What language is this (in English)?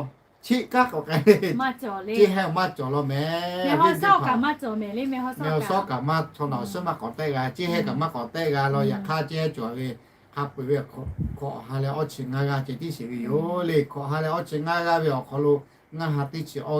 Lahu